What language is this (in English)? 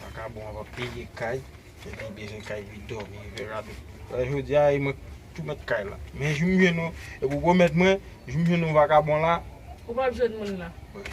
Haitian Creole